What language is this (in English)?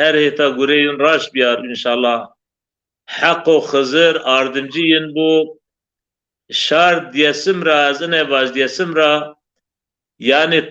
Zaza